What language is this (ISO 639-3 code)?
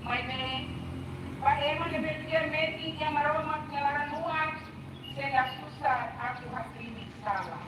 tet